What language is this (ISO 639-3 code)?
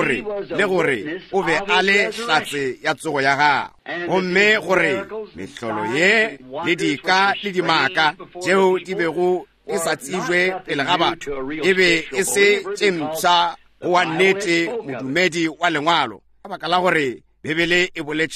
nso